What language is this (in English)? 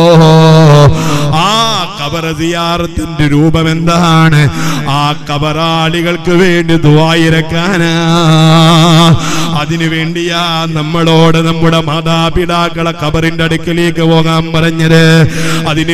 Malayalam